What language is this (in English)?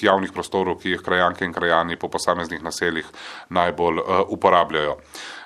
Slovenian